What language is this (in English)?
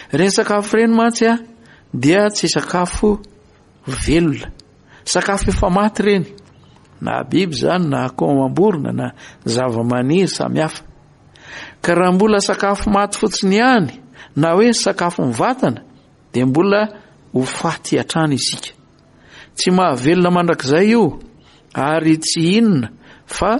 Malagasy